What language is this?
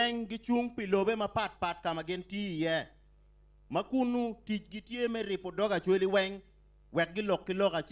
Acoli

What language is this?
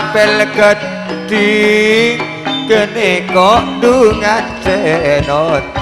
Madurese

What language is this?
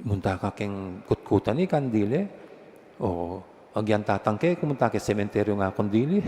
Pampanga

